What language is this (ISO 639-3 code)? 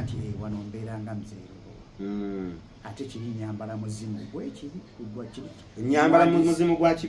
lug